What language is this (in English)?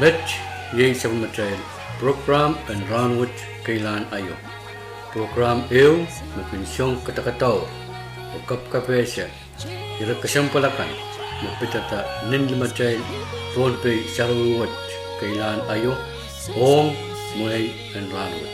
Pohnpeian